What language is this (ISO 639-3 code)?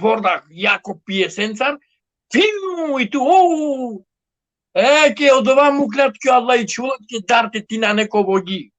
rmn